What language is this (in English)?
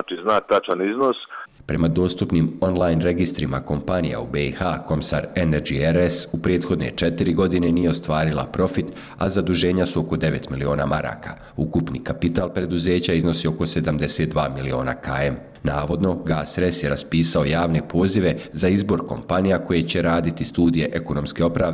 Bosnian